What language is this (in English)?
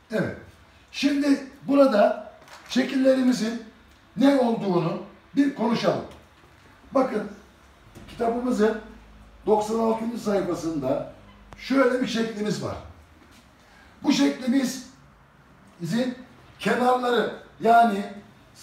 Turkish